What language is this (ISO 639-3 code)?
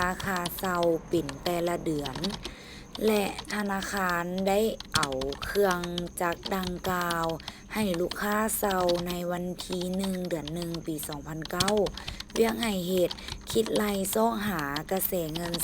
lao